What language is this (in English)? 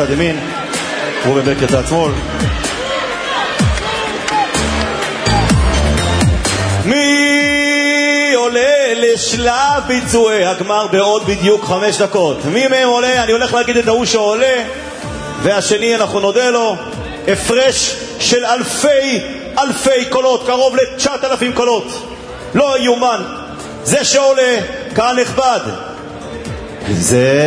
Hebrew